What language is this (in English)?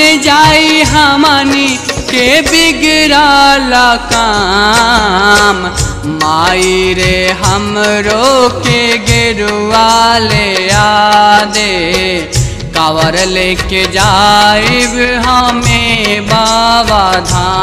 Bhojpuri